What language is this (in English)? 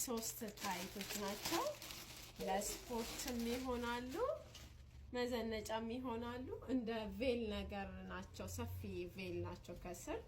Amharic